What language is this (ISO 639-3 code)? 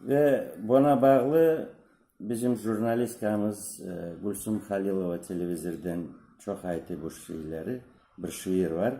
crh